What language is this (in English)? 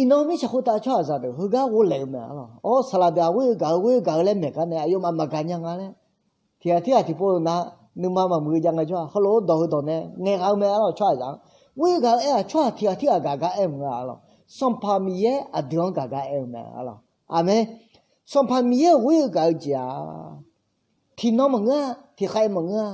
Akha